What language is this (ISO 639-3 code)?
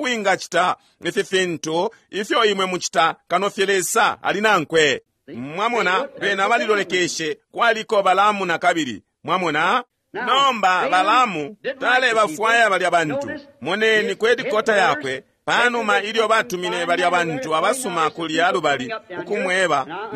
bem